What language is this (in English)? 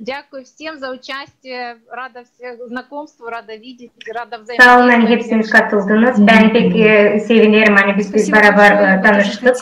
Gagauz